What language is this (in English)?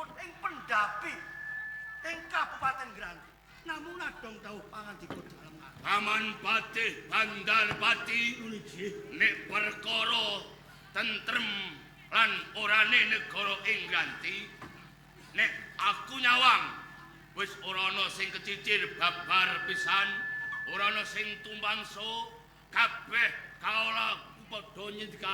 Javanese